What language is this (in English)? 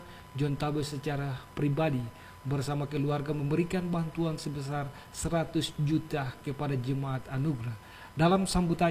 Indonesian